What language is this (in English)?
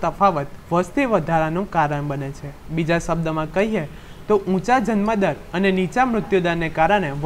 Gujarati